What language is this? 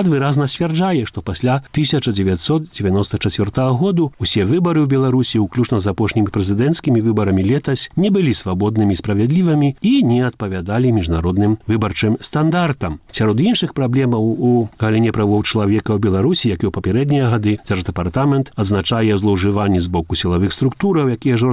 Belarusian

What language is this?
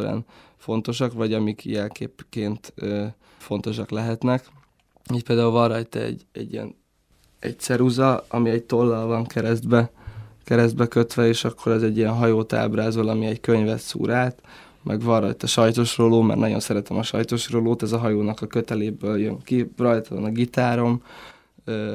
Hungarian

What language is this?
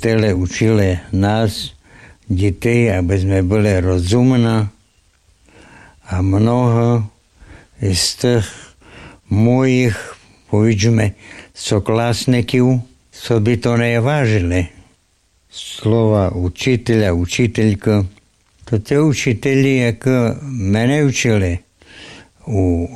Slovak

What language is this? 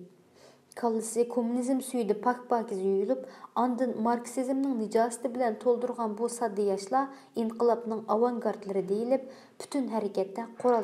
Uyghur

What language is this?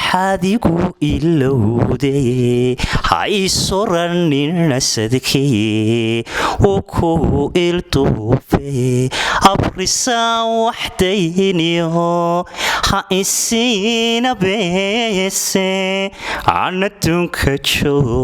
Somali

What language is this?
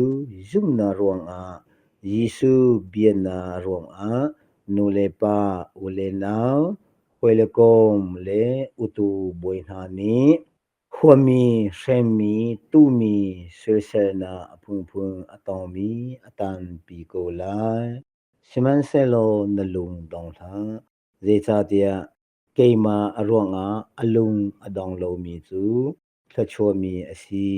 Hakha Chin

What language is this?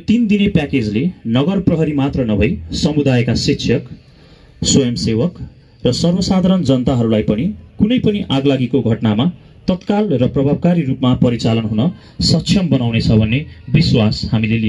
Nepali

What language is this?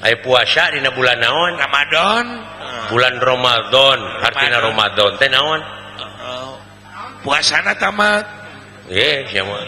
Sundanese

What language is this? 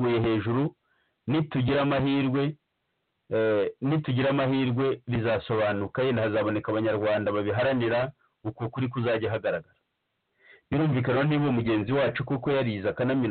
Kinyarwanda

